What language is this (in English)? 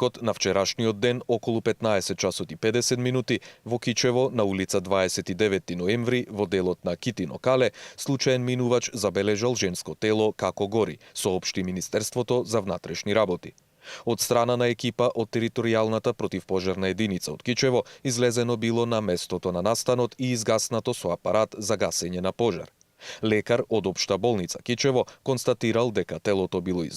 Macedonian